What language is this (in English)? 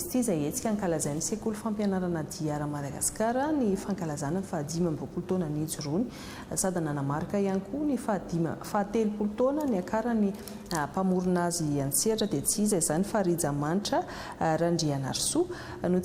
Malagasy